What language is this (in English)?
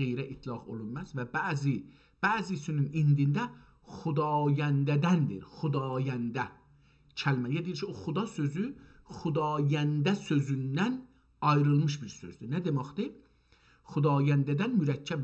South Azerbaijani